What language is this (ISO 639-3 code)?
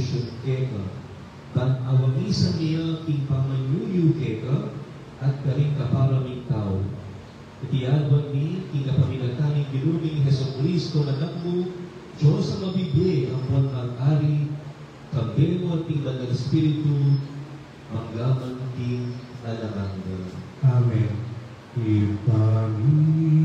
pam